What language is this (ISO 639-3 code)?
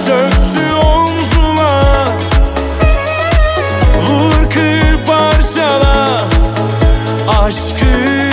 tur